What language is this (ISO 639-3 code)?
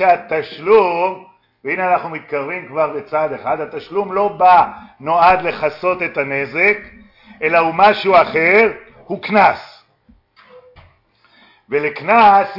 heb